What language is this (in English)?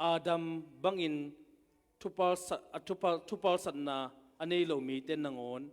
Tedim Chin